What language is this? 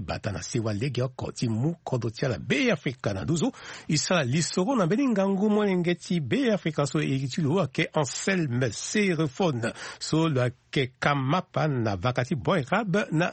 Sango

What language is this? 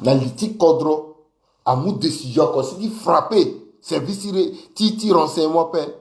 Sango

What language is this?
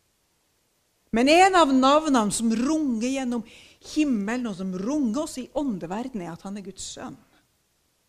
Norwegian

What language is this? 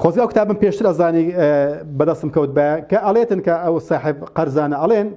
Central Kurdish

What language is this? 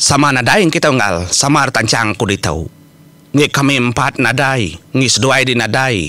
Iban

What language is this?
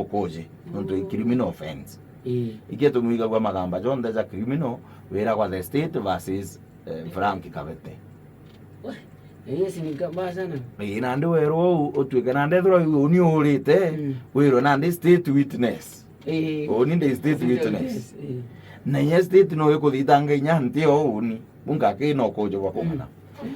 Meru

